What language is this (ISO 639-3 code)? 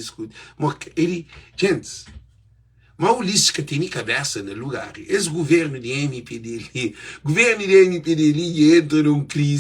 kea